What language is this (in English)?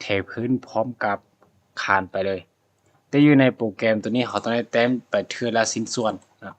Lao